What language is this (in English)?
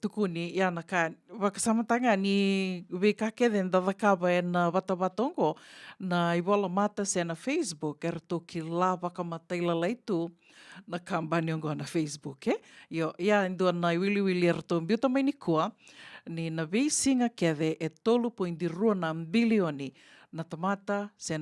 Fijian